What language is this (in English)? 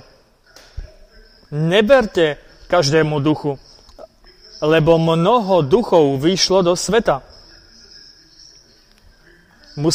Slovak